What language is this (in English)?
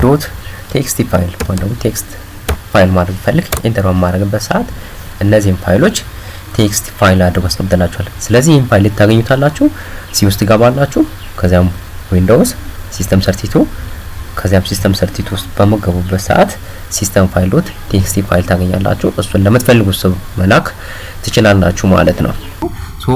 Amharic